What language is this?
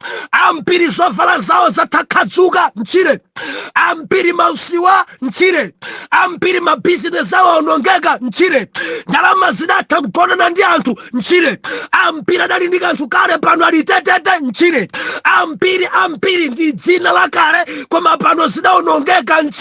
Nyanja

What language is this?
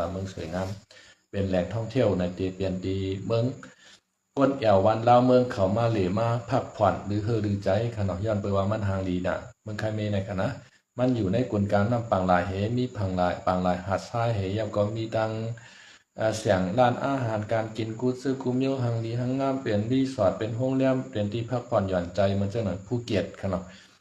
Shan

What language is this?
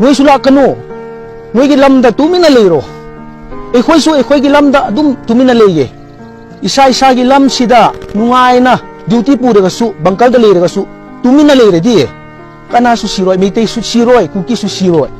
Manipuri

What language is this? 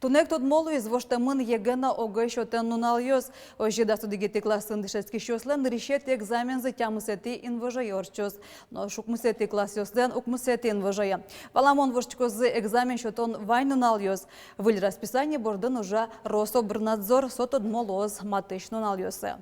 Udmurt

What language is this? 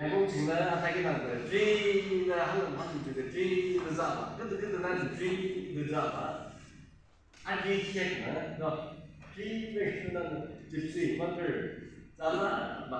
Yimchungru Naga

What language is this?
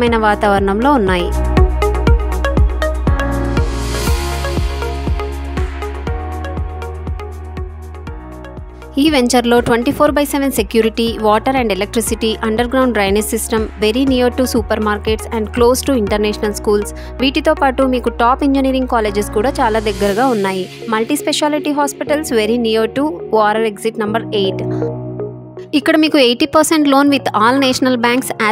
Telugu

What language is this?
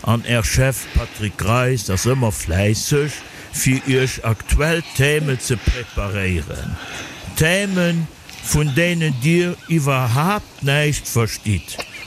Luxembourgish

